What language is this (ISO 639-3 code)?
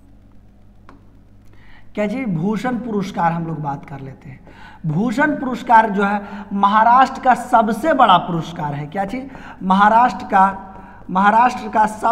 hin